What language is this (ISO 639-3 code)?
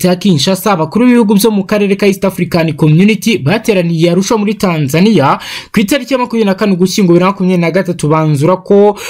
kin